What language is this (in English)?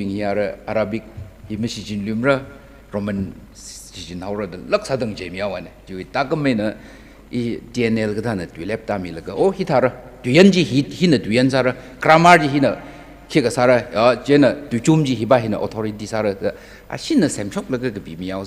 Tangkhul Naga (India)